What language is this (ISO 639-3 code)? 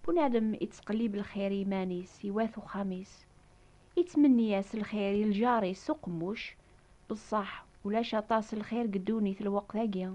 kab